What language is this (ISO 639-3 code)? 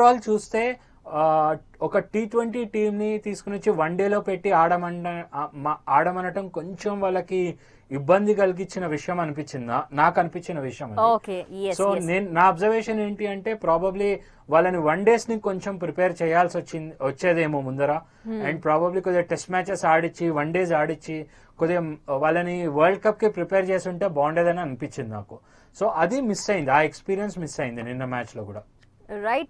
tel